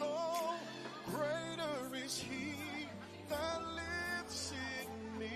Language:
Tongan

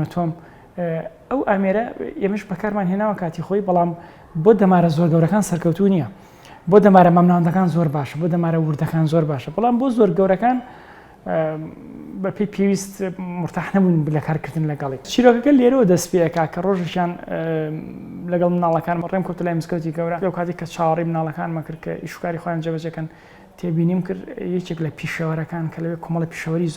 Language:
Central Kurdish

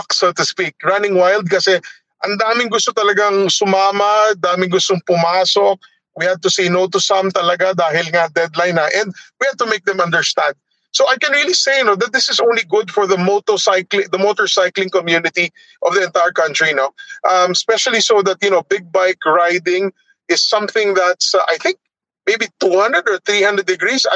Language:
Filipino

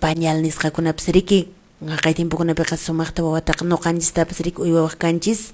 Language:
Quechua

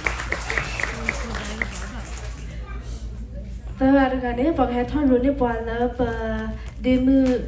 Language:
S'gaw Karen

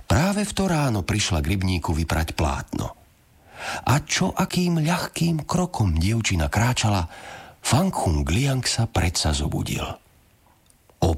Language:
Slovak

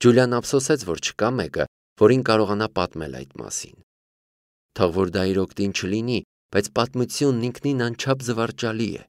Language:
Armenian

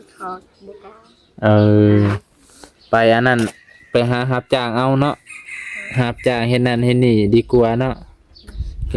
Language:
Lao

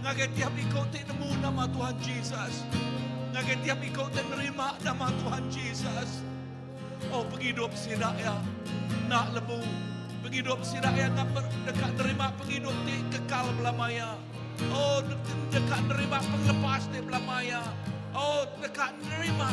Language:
Iban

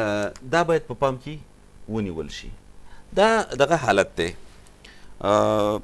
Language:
Pashto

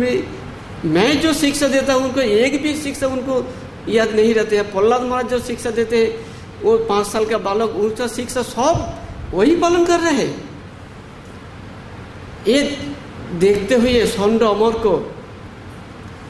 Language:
Hindi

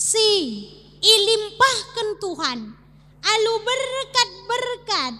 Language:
Batak Karo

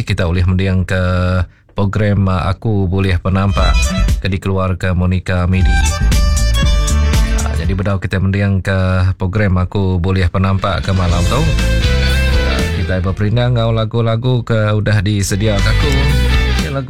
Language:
Iban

